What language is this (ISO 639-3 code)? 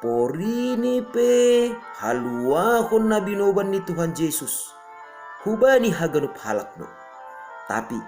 bts